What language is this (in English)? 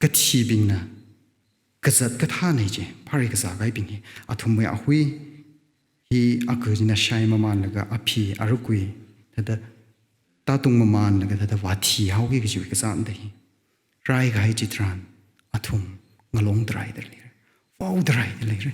Tangkhul Naga (India)